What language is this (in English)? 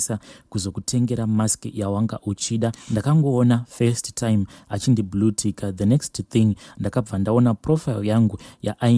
Shona